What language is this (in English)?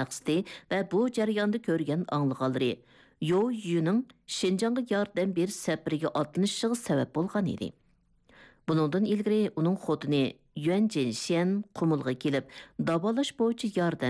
Uyghur